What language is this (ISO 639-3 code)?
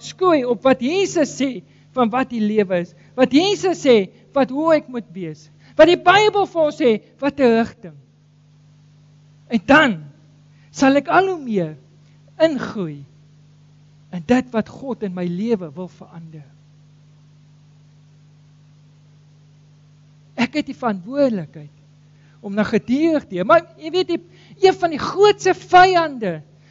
afr